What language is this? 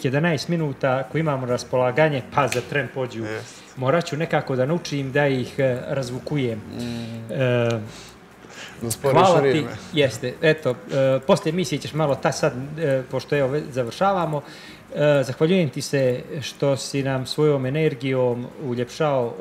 Bosnian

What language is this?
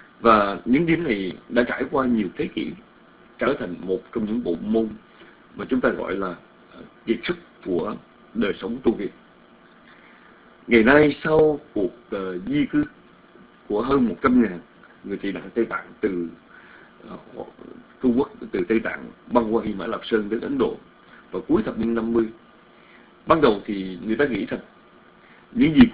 Vietnamese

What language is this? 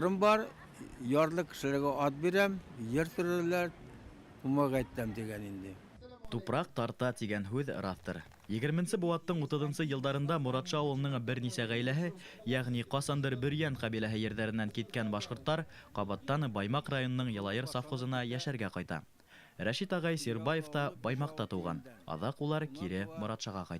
Bashkir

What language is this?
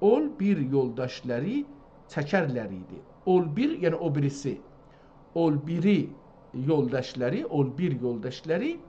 South Azerbaijani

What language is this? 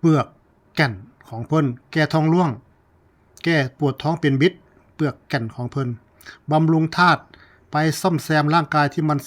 Northeastern Thai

